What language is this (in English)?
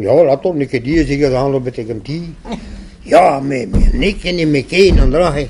Breton